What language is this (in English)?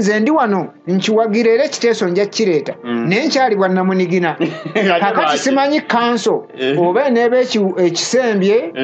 Ganda